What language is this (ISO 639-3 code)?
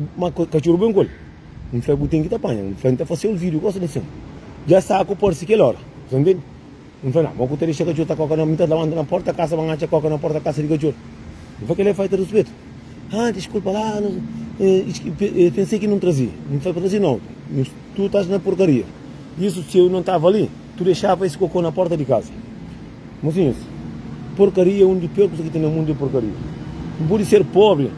kea